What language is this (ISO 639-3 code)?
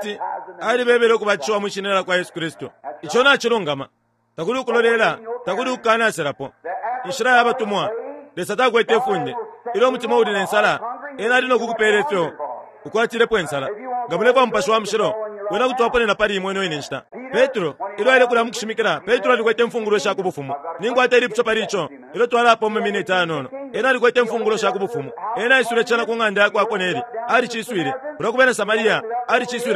bem